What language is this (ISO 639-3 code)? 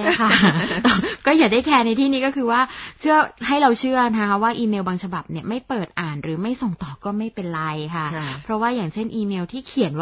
tha